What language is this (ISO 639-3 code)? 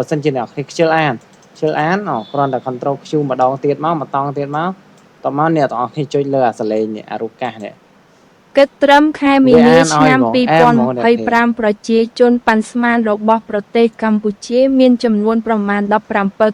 khm